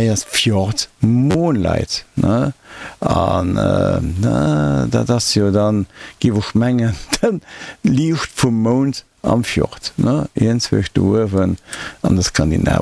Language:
Luxembourgish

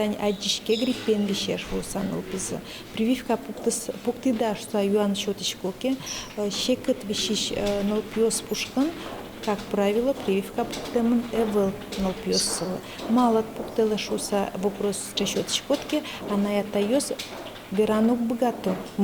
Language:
Udmurt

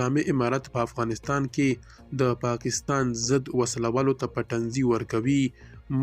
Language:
Pashto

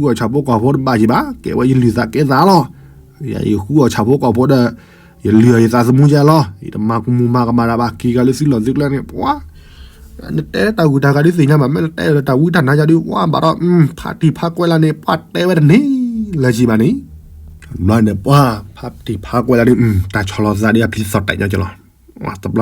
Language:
S'gaw Karen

